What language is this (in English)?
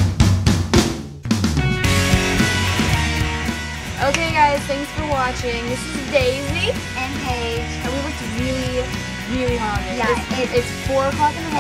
English